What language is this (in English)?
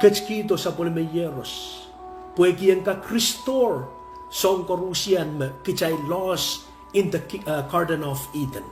Pohnpeian